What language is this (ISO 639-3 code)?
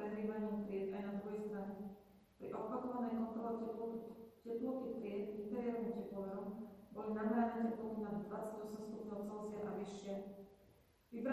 slk